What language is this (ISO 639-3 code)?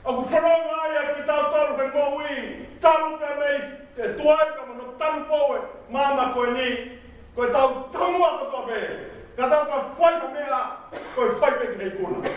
ton